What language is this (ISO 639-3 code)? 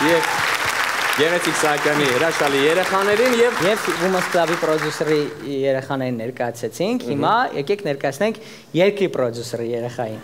hye